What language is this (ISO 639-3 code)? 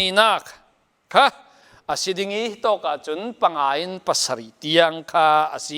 cfm